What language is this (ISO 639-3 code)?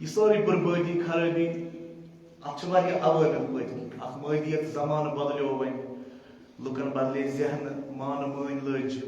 kas